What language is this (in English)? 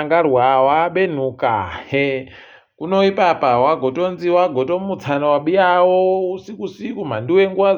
Ndau